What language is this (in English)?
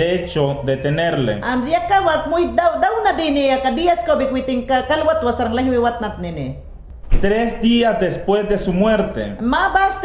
Mayangna